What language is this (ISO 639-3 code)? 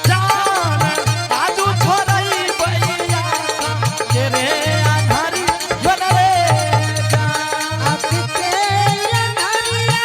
anp